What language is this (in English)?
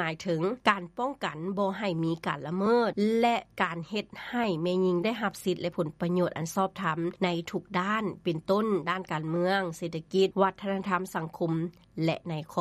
Lao